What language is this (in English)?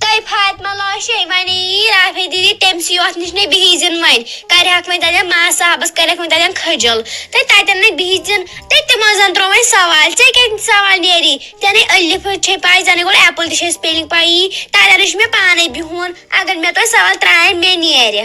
Kashmiri